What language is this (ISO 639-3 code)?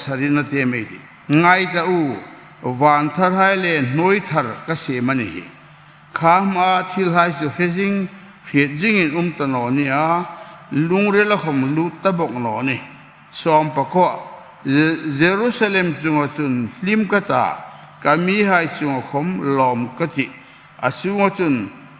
hmr